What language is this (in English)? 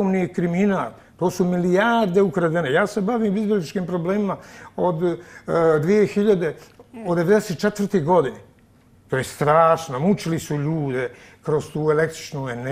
Bosnian